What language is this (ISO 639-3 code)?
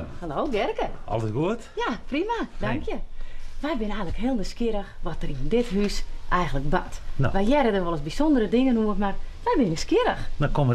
fry